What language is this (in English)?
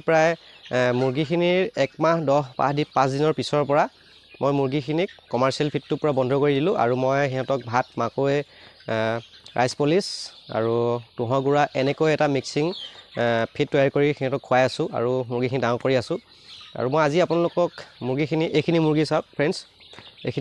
Assamese